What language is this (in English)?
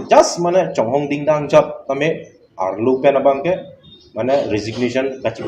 Karbi